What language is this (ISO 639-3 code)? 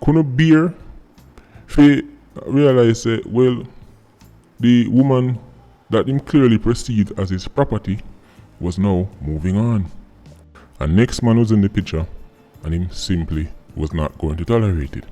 jam